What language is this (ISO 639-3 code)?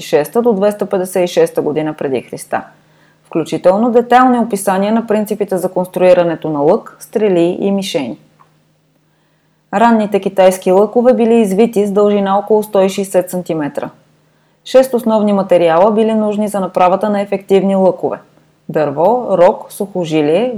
bul